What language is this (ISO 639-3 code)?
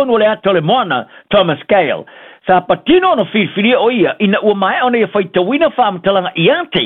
smo